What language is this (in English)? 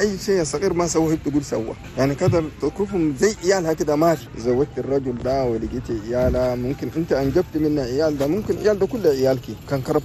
Chadian Arabic